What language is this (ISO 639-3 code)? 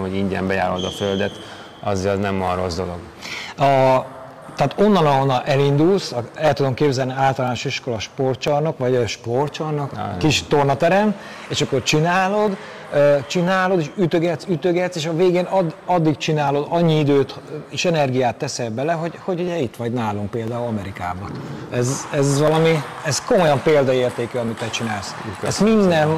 hun